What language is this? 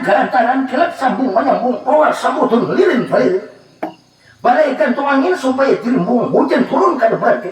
Banjar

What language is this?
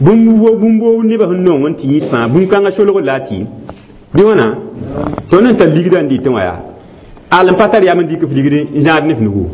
Mossi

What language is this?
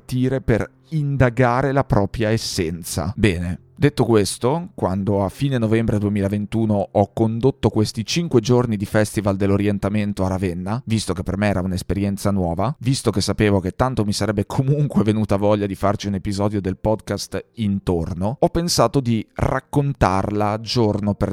Italian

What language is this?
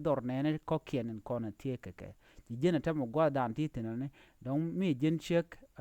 Nuer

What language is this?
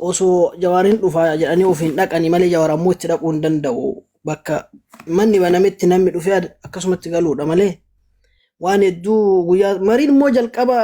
Oromo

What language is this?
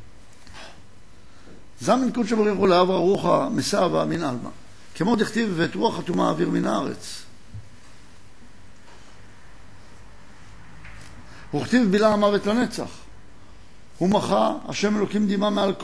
Hebrew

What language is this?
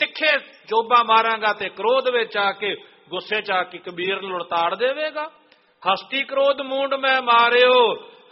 Punjabi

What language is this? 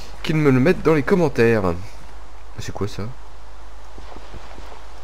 French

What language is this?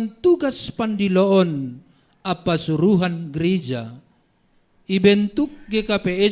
Batak Simalungun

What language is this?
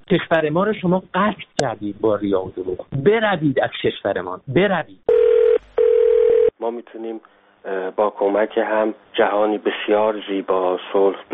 Persian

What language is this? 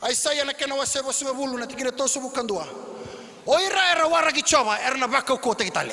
Fijian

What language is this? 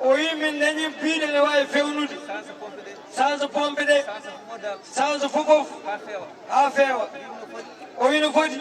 Fula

